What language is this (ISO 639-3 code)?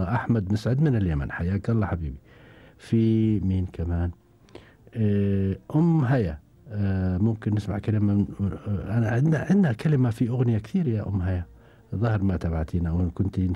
afb